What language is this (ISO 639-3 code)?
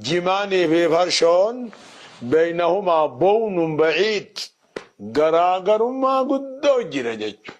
orm